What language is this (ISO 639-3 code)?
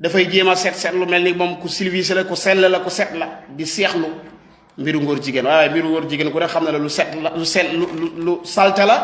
wol